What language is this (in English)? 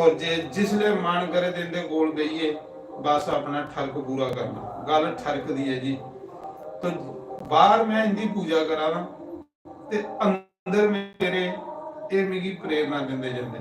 Dogri